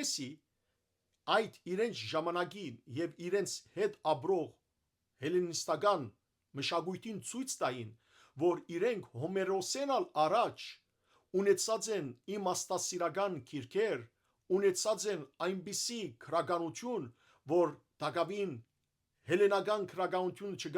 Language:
Western Armenian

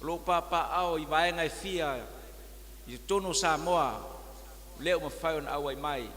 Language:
Samoan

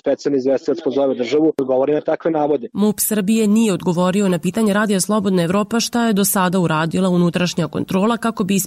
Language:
Serbian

